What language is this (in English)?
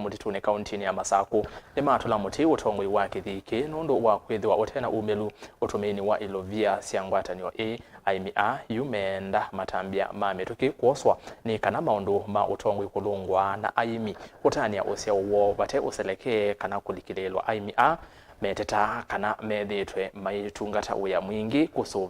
Kamba